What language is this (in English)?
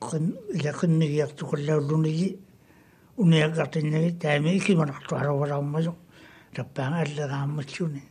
Māori